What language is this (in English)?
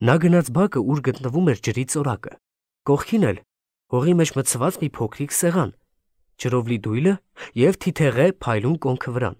Armenian